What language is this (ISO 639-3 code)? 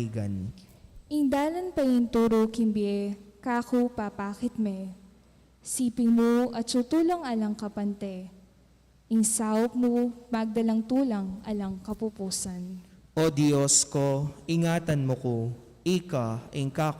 pam